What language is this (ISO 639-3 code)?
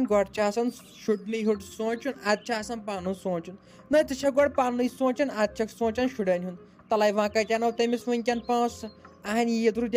kas